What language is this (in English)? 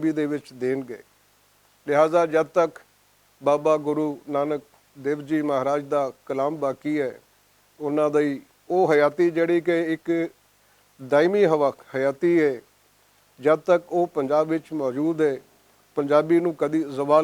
Western Panjabi